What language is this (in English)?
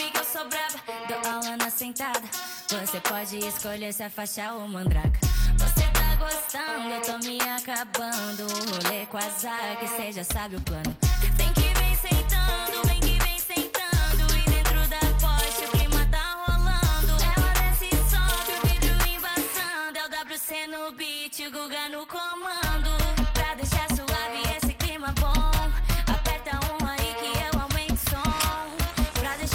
Portuguese